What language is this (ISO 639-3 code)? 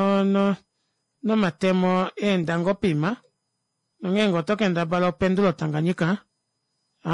kua